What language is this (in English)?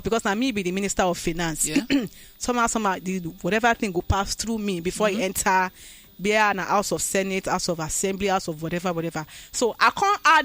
Nigerian Pidgin